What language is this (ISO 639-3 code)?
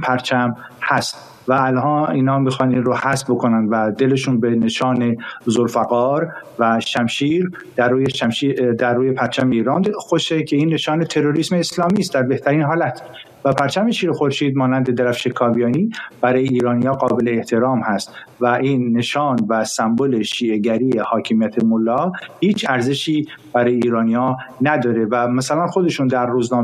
fas